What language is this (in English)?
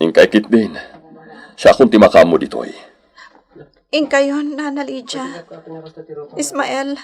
Iloko